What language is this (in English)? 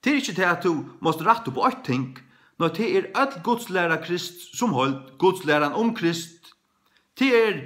Faroese